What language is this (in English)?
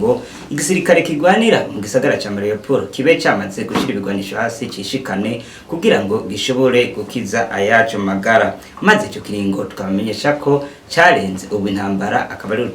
Rundi